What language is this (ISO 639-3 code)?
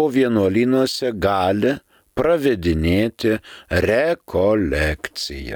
lit